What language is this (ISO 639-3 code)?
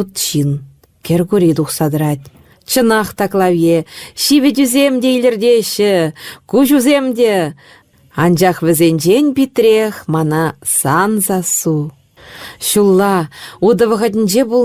chv